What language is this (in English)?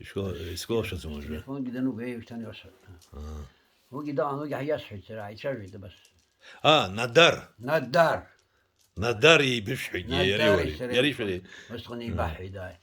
Abkhazian